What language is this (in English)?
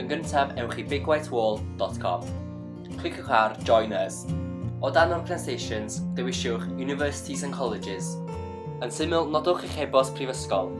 Welsh